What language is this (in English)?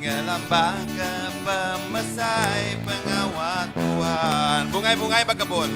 Iban